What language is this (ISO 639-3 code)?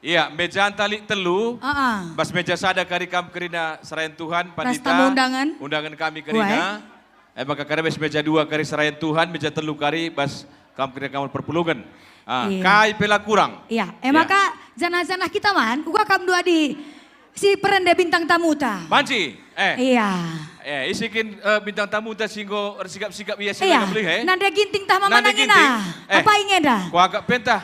btx